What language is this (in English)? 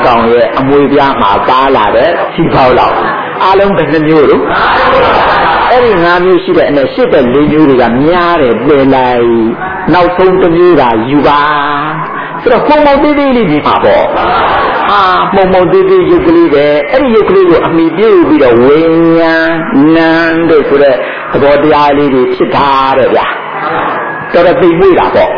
Burmese